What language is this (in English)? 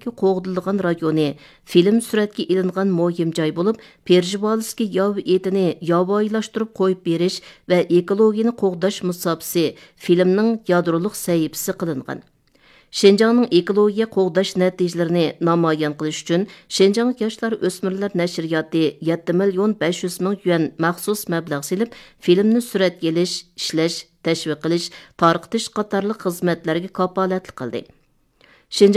Uyghur